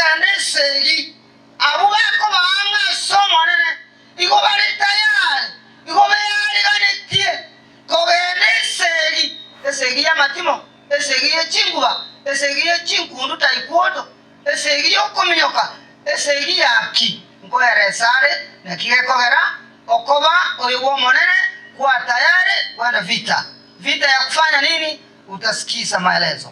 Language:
Gusii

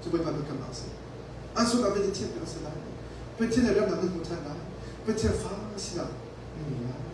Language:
Hakha Chin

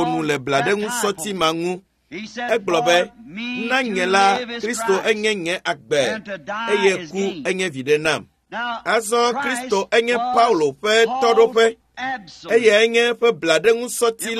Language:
Ewe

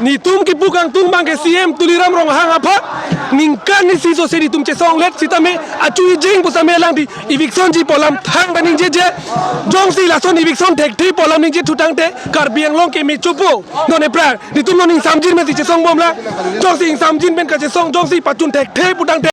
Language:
Karbi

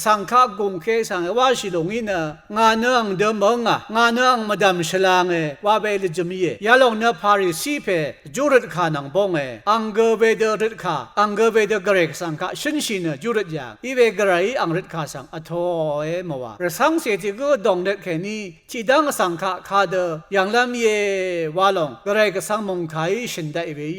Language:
Rawang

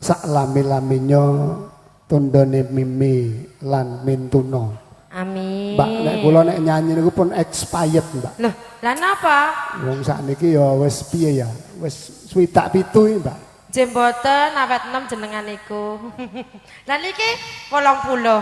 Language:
Javanese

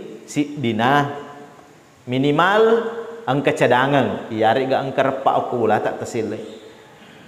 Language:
Buginese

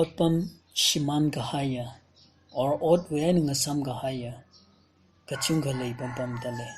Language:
Tangkhul Naga (India)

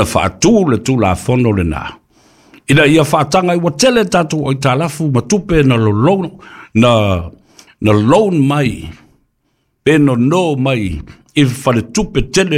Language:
Samoan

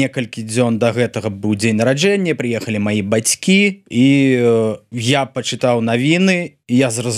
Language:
Belarusian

